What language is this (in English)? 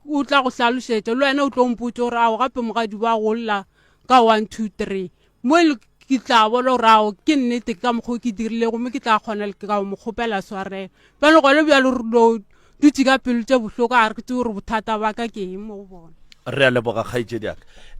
Northern Sotho